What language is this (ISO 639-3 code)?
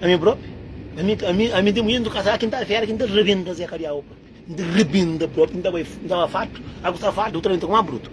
kea